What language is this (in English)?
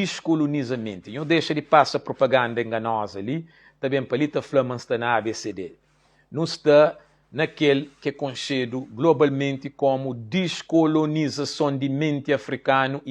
Kabuverdianu